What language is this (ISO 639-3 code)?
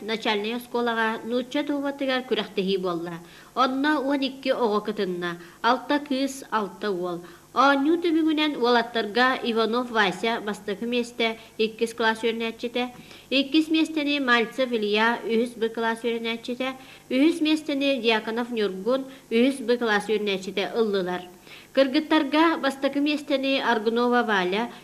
sah